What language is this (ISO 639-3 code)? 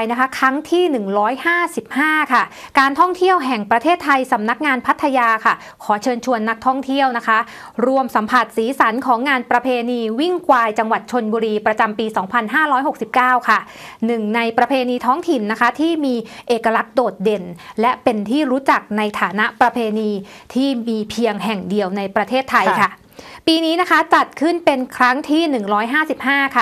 tha